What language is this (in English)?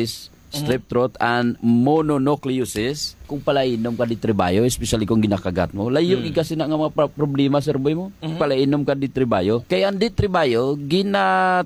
Hiligaynon